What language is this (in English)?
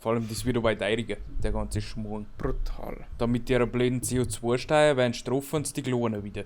Bavarian